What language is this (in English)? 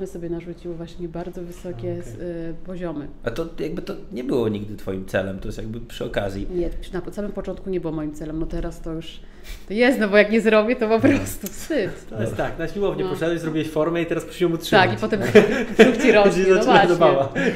Polish